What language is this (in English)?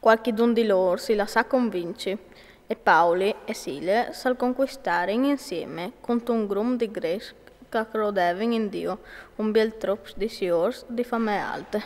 Friulian